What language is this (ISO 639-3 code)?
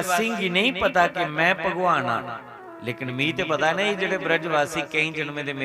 doi